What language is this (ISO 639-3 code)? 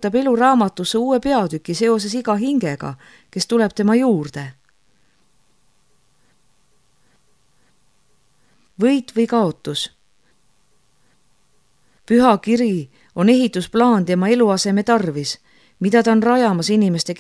est